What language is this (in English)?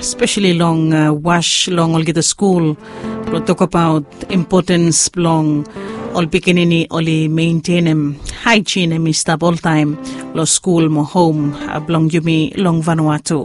Bislama